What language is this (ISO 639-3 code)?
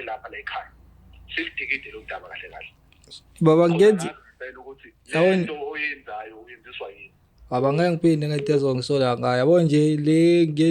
zul